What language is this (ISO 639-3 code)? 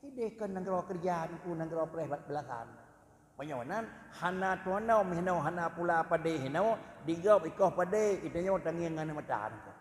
ace